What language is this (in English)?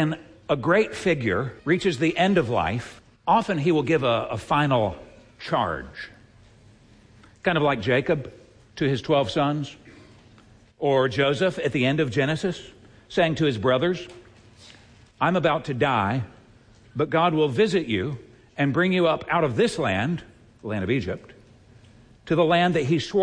English